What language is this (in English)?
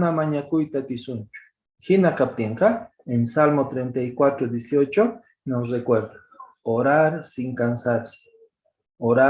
Quechua